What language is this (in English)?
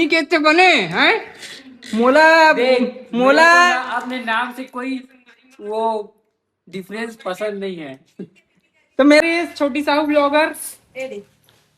Chhattisgarhi